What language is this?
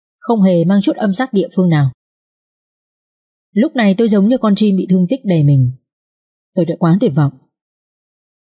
Vietnamese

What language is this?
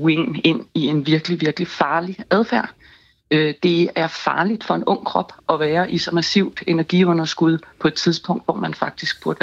Danish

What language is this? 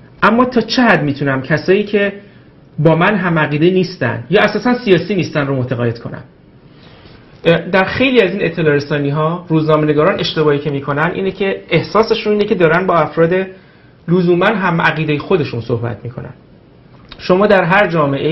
Persian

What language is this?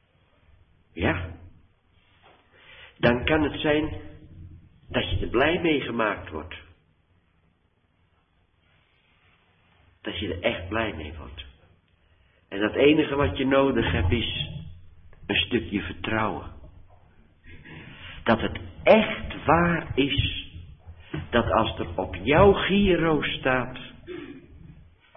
Dutch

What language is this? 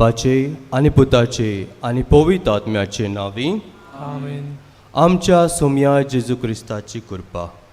Konkani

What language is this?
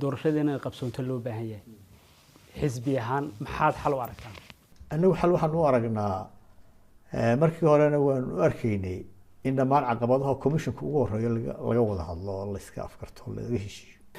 Somali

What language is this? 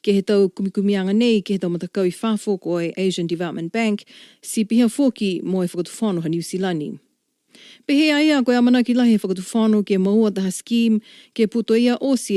Niuean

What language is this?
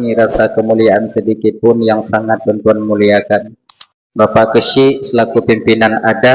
Achinese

